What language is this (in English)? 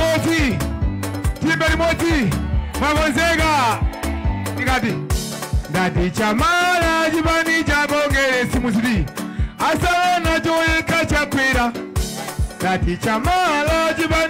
Nyanja